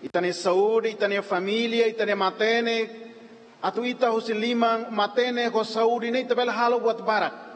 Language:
Tetum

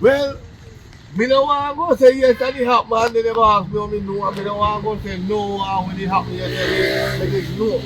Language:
Jamaican Creole English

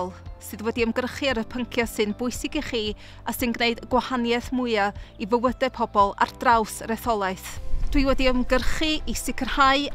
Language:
Welsh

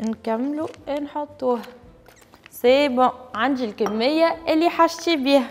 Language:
Tunisian Arabic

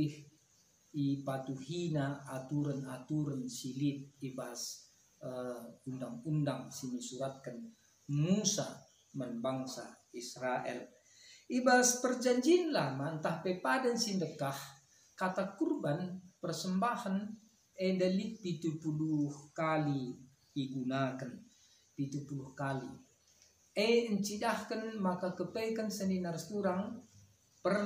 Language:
Batak Karo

